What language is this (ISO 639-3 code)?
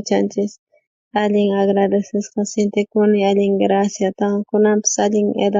quh